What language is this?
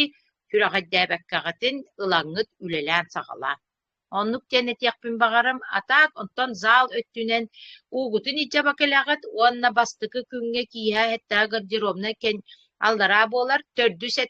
Yakut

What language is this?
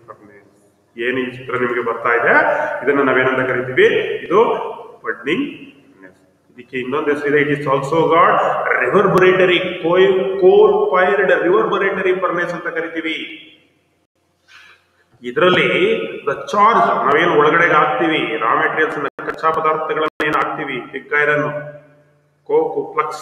Kannada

